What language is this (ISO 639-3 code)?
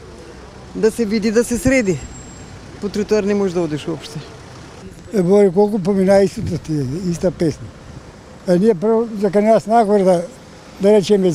mkd